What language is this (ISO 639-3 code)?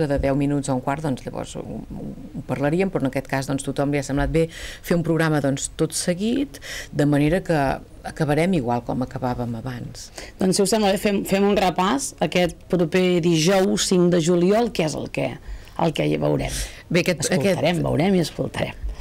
cat